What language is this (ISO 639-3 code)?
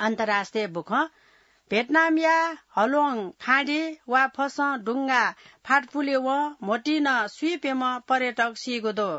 new